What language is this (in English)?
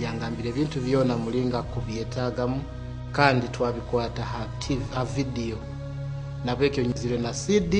Nyoro